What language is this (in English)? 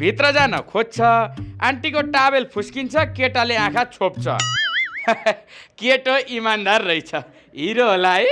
Nepali